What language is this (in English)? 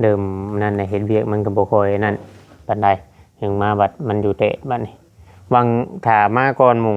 Northeastern Thai